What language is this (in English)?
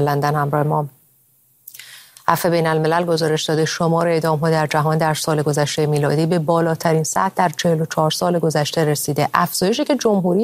Persian